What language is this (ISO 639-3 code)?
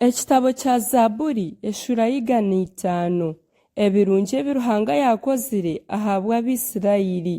nyn